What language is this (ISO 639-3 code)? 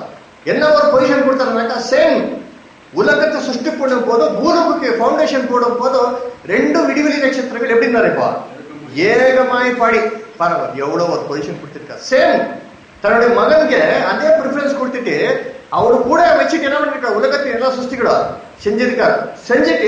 tam